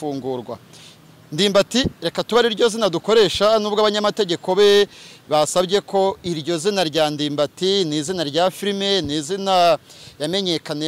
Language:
Kinyarwanda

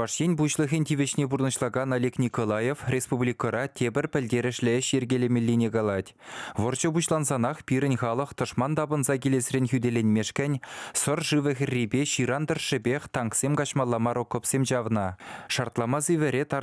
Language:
Chuvash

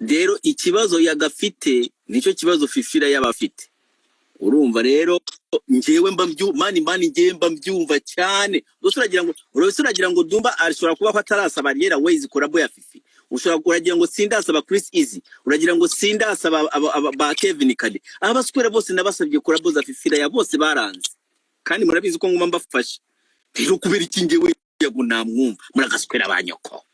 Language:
Kinyarwanda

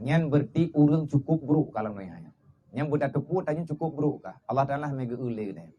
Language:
Achinese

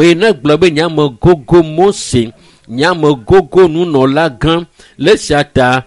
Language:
Ewe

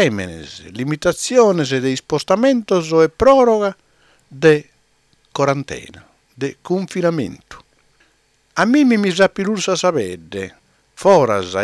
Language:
Sardinian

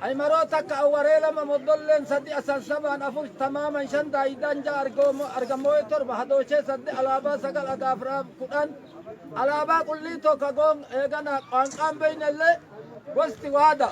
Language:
Oromo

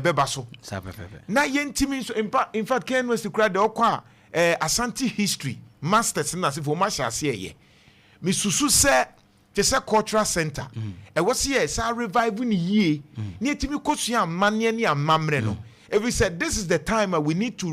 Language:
Akan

